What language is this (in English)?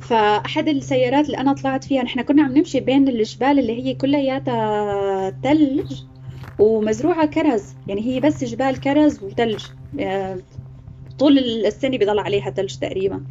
North Levantine Arabic